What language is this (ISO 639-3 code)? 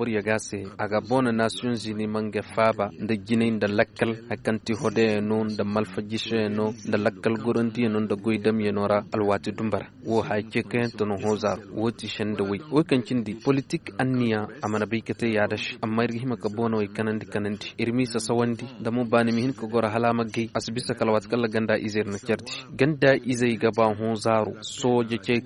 ses